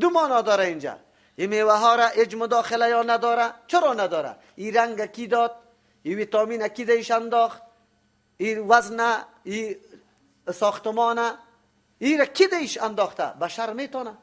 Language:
Persian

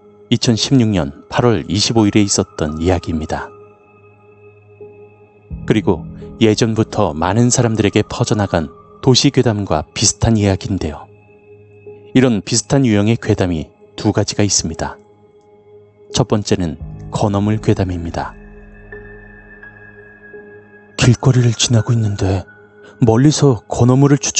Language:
Korean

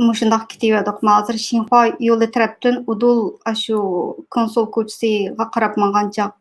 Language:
Uyghur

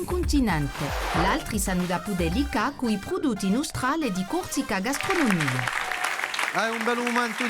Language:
Corsican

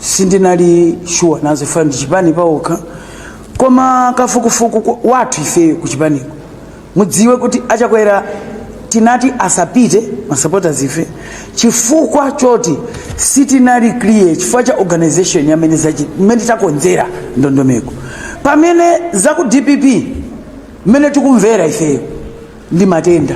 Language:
Nyanja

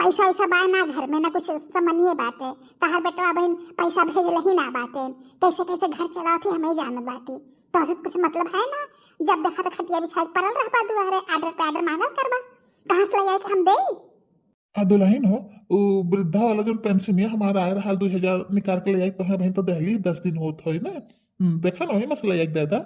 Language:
Bhojpuri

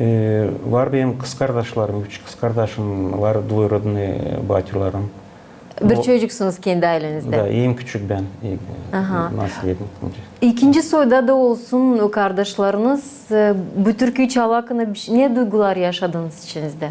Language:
Gagauz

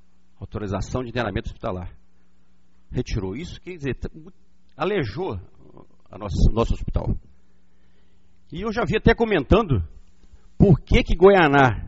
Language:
Portuguese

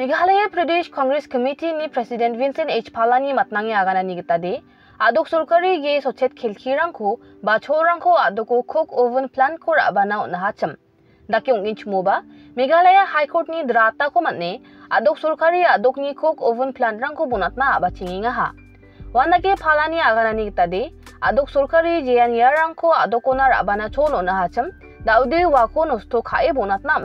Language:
Garo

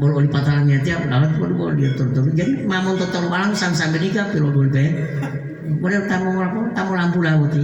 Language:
Gorontalo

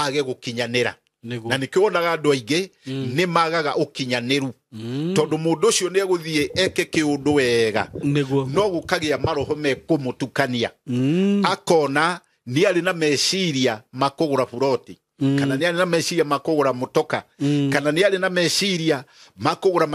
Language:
Kikuyu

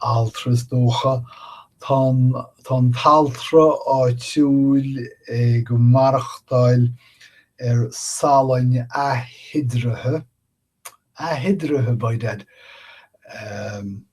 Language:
Irish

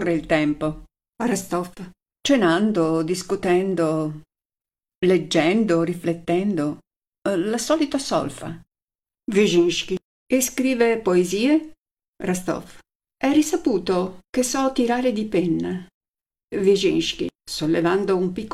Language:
Italian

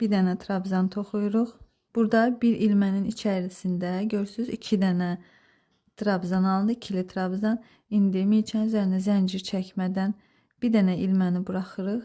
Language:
Azerbaijani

